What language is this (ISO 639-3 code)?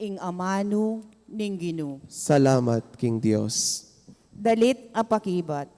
pam